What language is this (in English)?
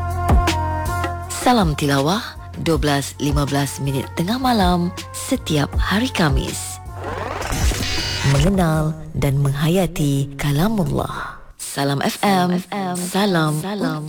Malay